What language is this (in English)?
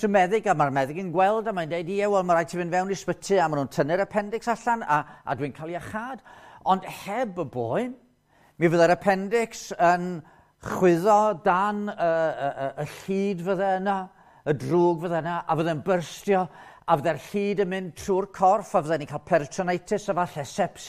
Welsh